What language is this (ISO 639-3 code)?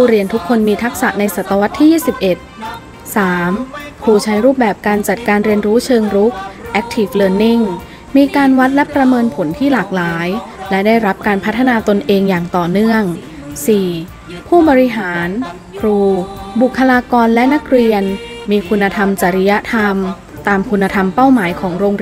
tha